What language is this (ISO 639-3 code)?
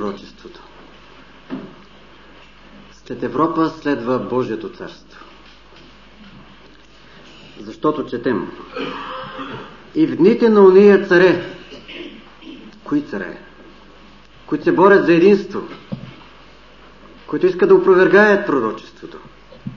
bul